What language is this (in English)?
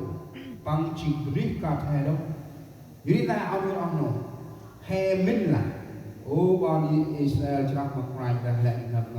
Central Mnong